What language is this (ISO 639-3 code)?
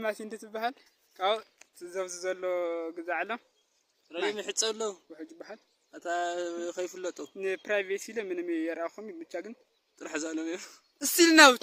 tir